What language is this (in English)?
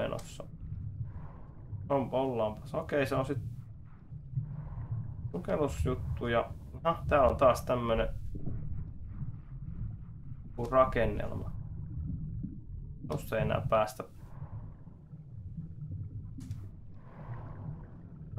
Finnish